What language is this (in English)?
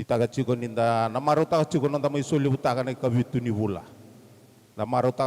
Fijian